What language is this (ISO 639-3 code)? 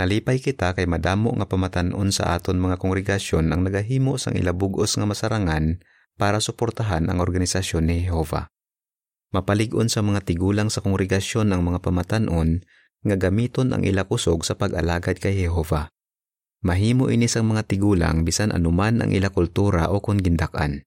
hil